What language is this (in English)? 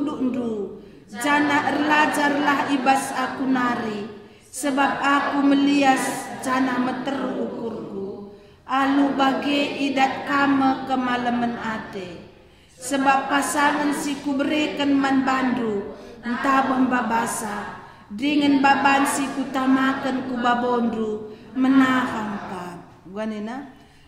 Batak Karo